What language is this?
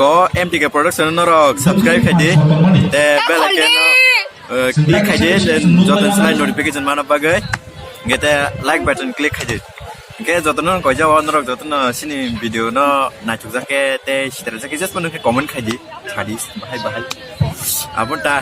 Kok Borok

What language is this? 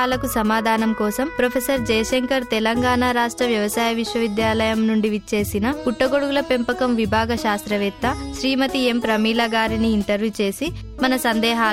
Telugu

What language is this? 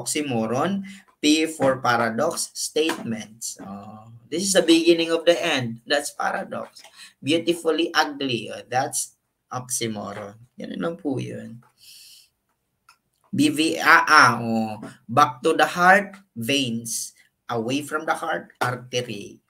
Filipino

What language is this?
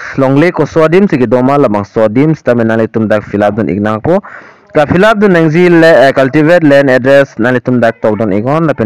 Karbi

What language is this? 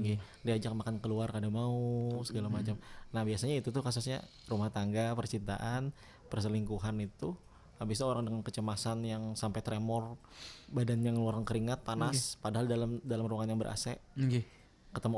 Banjar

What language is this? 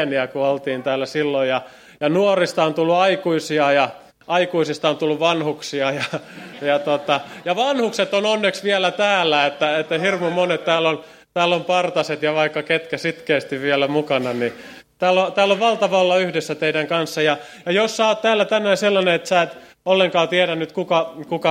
Finnish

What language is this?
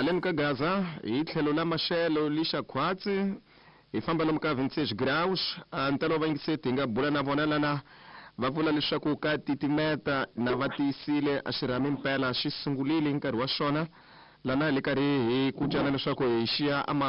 Tsonga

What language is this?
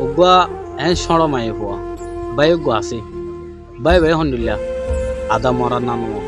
Rohingya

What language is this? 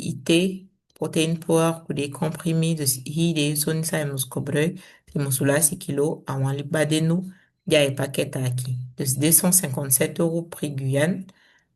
Saramaccan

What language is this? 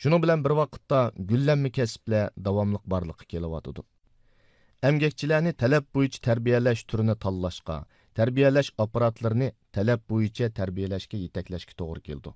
Uyghur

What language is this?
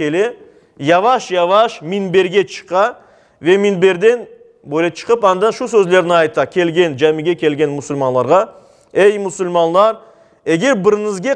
Crimean Tatar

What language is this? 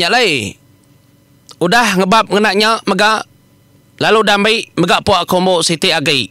Iban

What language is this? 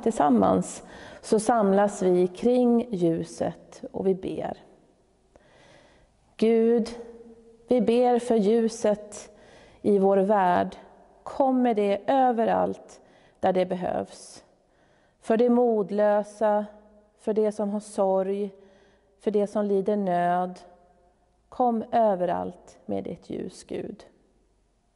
Swedish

